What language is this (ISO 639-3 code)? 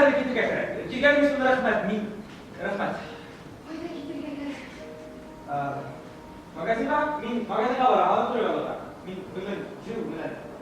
bak